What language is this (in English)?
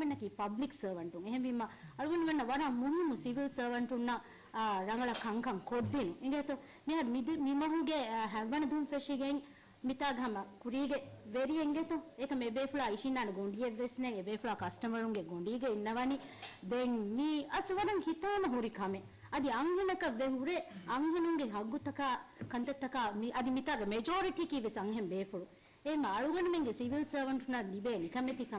Divehi